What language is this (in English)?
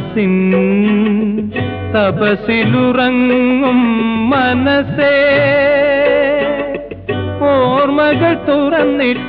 Malayalam